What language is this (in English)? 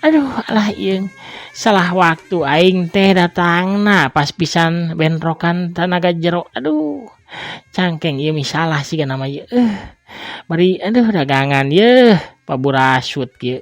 Sundanese